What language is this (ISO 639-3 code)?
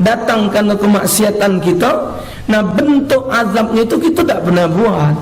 mui